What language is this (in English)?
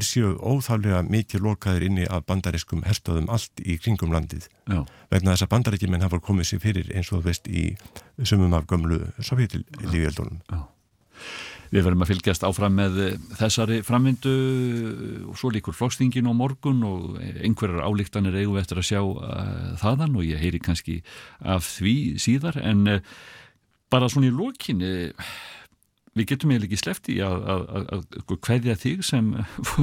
Icelandic